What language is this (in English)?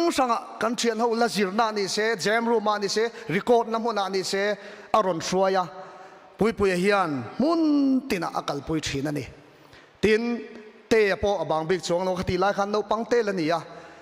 Mizo